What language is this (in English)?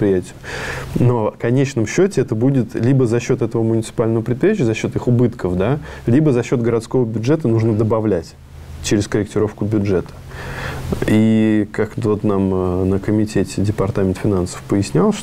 Russian